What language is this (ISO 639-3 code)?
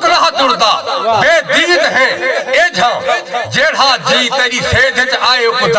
skr